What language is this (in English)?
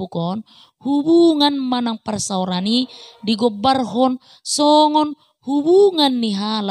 Batak Toba